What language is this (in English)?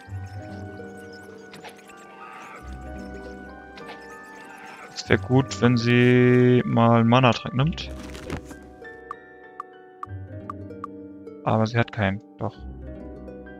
German